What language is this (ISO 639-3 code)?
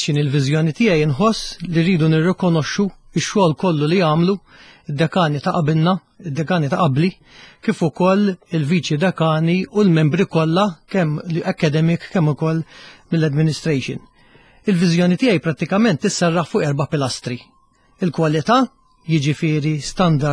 mlt